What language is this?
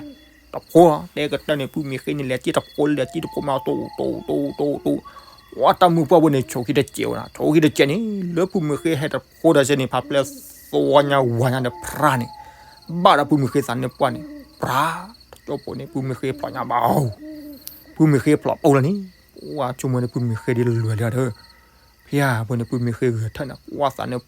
S'gaw Karen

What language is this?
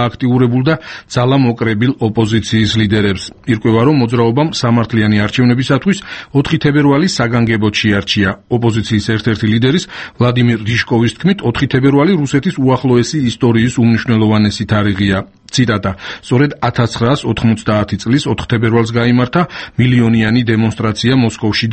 Georgian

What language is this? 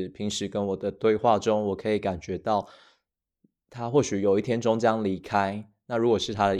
Chinese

